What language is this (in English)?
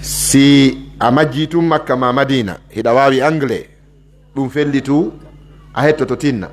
Pular